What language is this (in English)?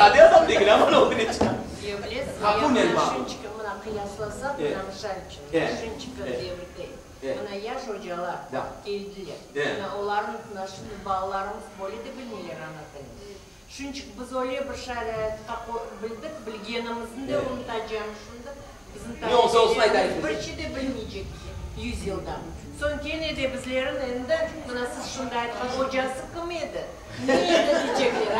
Crimean Tatar